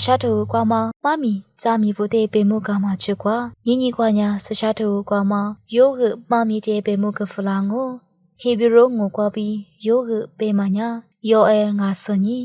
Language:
Lisu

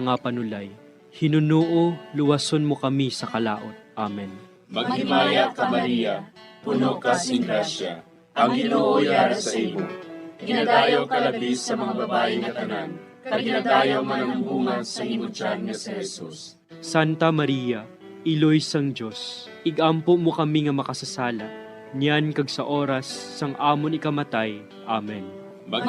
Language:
Hiligaynon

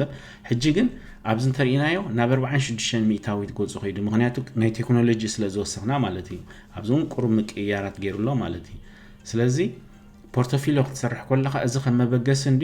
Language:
Tigrinya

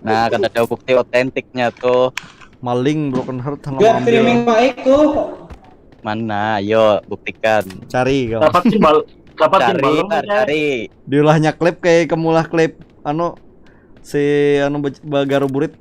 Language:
Banjar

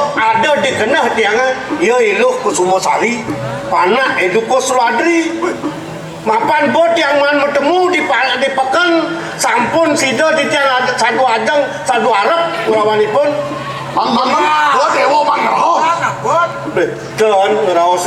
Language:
Balinese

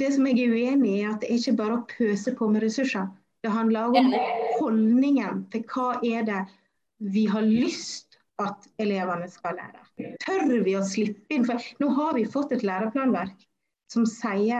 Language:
Norwegian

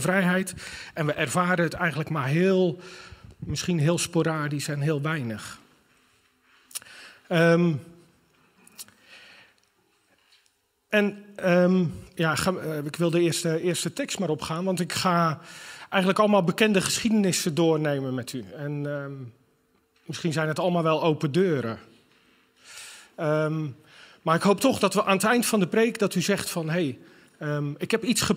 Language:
Dutch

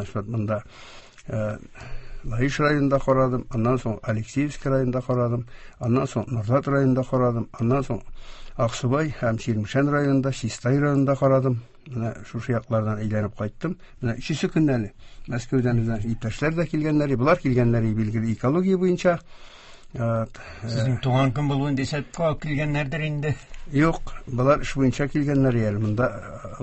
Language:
Tatar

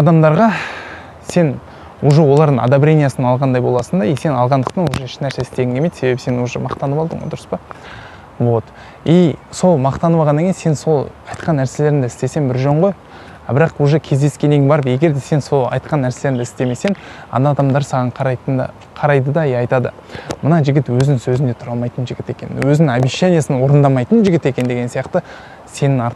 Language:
Kazakh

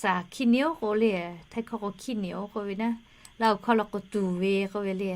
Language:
Lahu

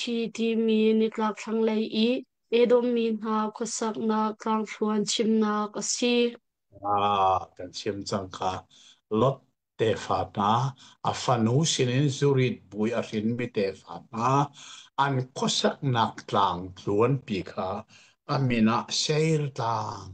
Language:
Hakha Chin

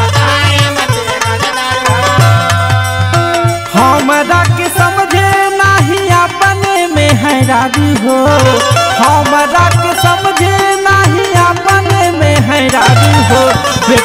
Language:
Bhojpuri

